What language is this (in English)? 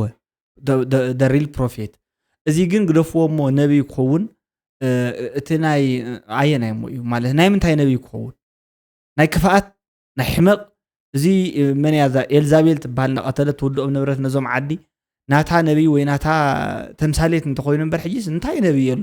Tigrinya